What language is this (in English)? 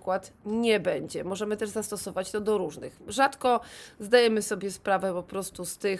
Polish